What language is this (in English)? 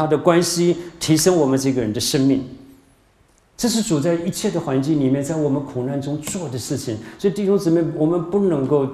Chinese